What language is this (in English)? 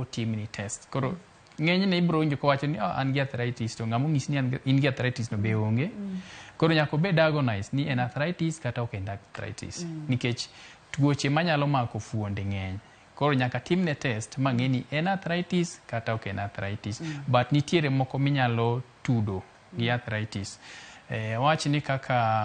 Luo (Kenya and Tanzania)